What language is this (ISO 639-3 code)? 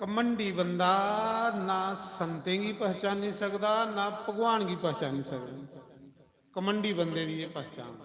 doi